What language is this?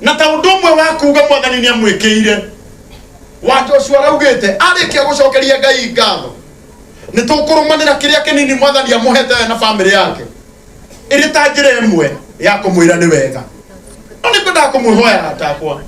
Kikuyu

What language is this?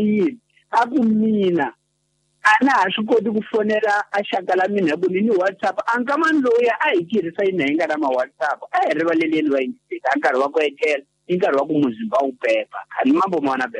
Tsonga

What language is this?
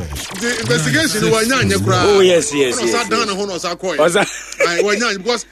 Akan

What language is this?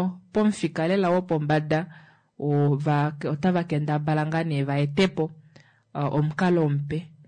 Kuanyama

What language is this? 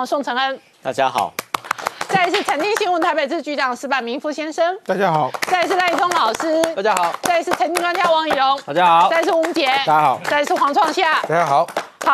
Chinese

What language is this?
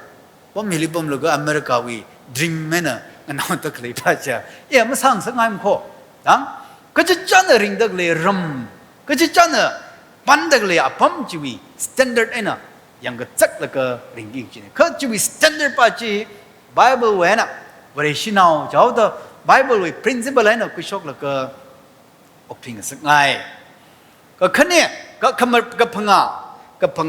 Tangkhul Naga (India)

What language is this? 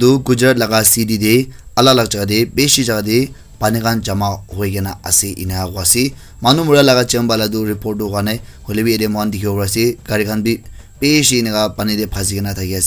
Naga Pidgin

